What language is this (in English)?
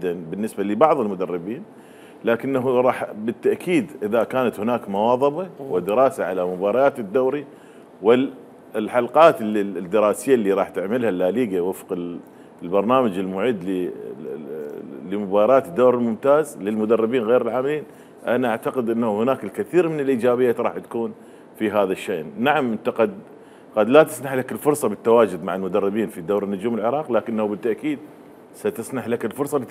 Mesopotamian Arabic